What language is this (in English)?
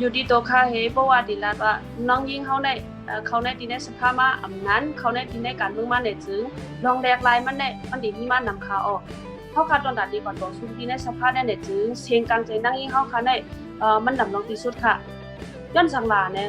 Shan